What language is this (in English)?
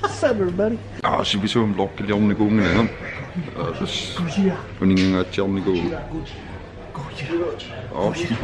Kalaallisut